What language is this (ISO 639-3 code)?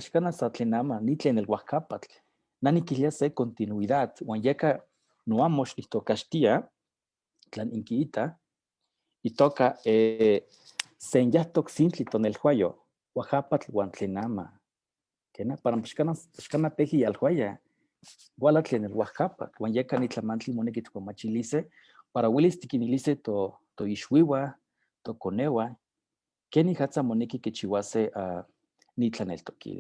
nhe